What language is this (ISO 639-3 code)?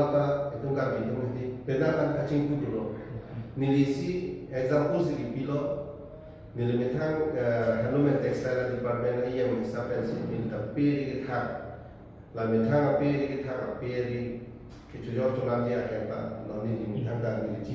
mjw